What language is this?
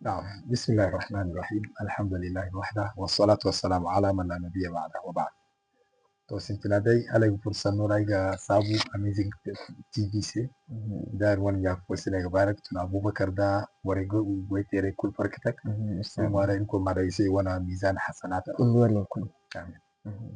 Zarma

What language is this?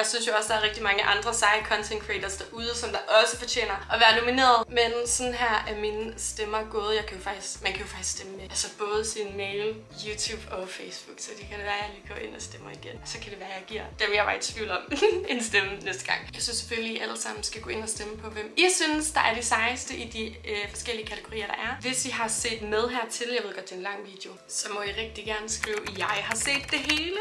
Danish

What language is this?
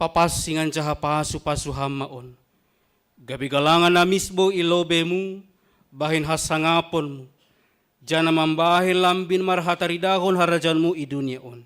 Batak Simalungun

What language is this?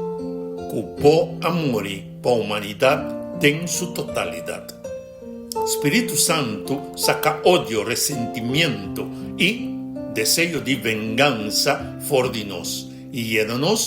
Papiamento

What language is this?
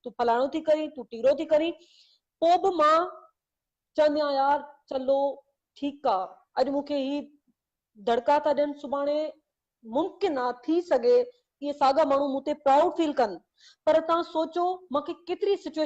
Sindhi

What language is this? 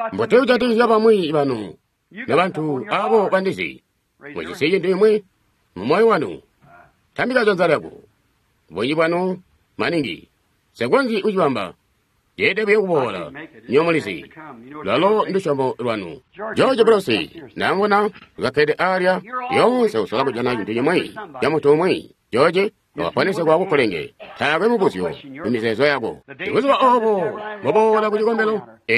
Tonga (Zambia)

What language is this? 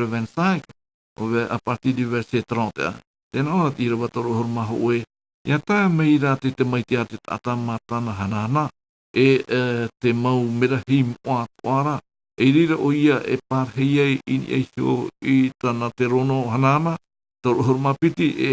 Tahitian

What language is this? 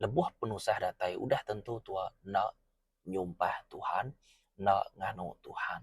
Iban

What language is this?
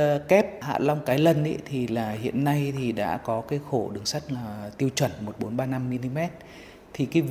Vietnamese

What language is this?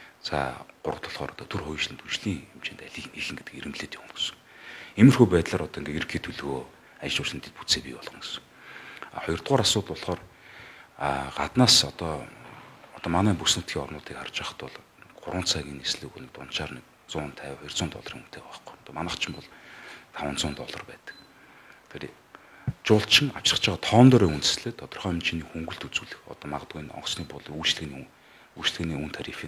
Mongolian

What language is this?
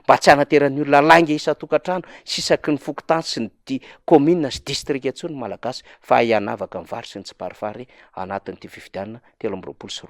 Malagasy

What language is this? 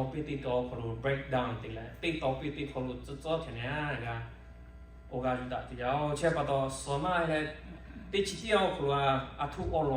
Lahu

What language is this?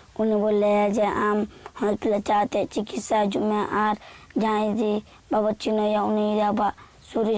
Santali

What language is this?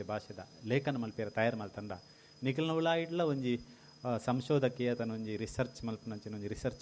Tulu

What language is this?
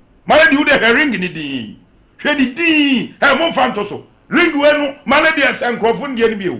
Akan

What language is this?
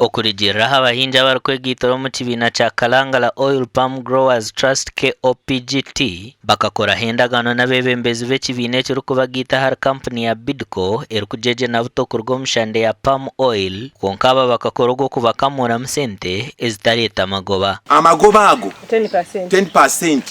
Nyankole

